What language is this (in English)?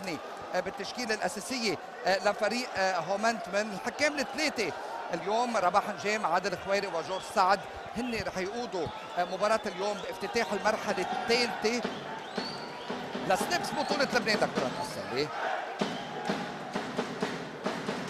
North Levantine Arabic